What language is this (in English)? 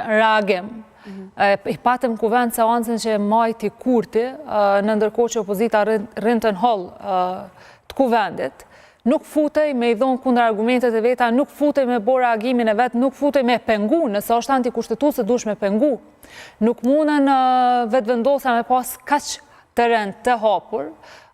Albanian